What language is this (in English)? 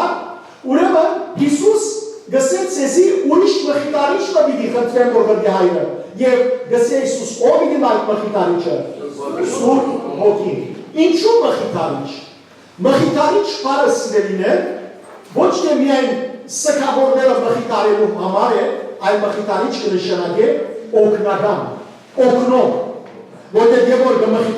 Western Armenian